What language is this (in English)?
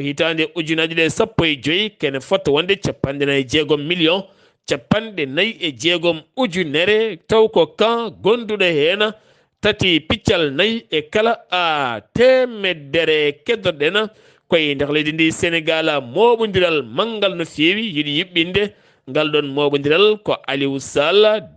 Fula